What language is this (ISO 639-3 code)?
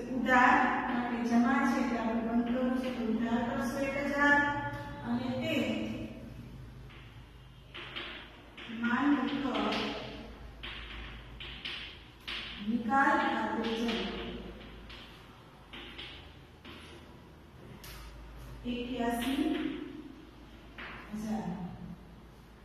guj